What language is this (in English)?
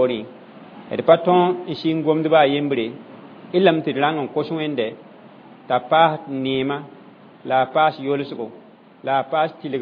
Mossi